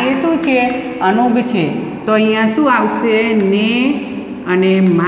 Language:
Gujarati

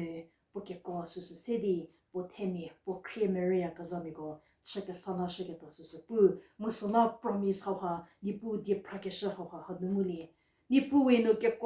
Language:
Angami Naga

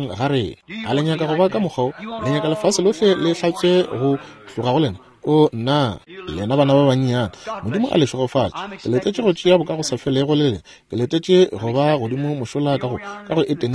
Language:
Northern Sotho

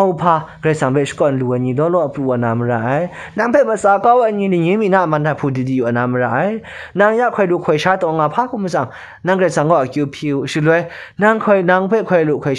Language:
Kachin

